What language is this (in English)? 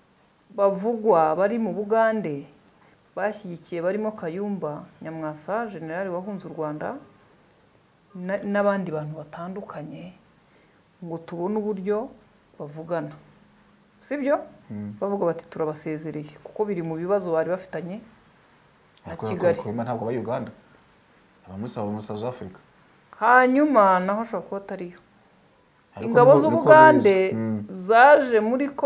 Kinyarwanda